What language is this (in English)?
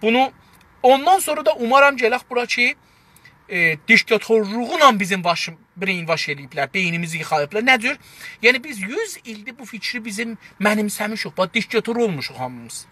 South Azerbaijani